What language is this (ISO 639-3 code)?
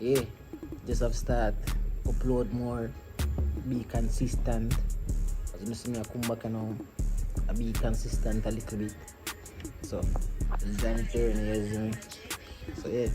jam